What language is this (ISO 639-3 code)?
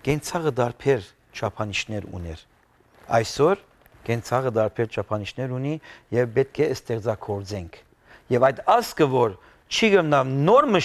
hyw